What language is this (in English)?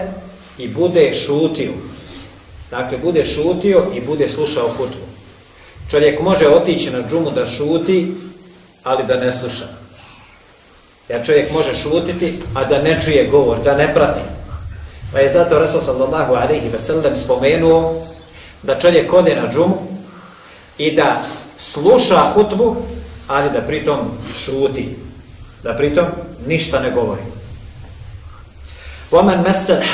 Bosnian